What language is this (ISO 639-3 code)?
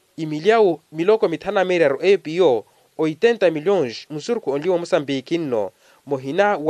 vmw